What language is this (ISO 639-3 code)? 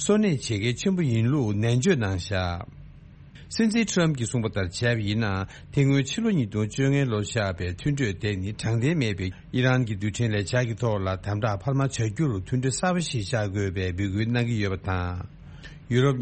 bod